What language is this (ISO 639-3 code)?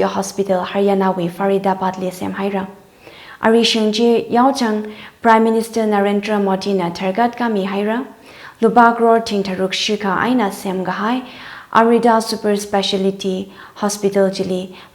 nmf